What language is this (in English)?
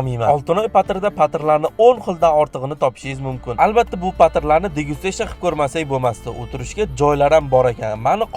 Uzbek